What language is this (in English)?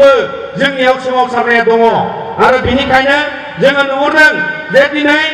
Bodo